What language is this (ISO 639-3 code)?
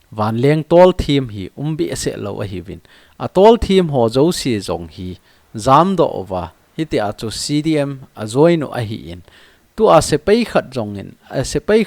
tcz